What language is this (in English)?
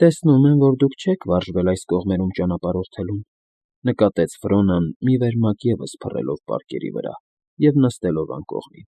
Armenian